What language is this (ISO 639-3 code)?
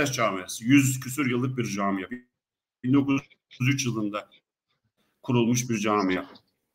tur